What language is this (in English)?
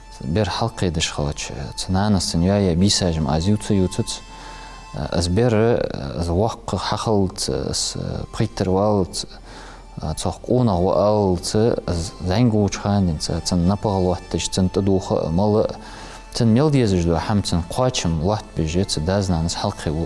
Ingush